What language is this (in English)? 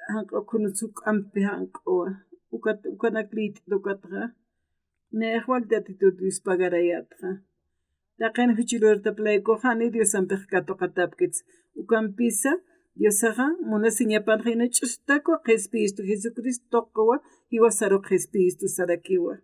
Aymara